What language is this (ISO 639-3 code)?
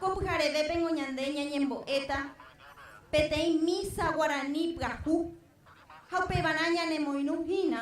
grn